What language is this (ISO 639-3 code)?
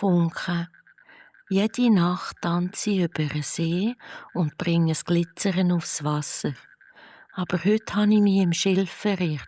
gsw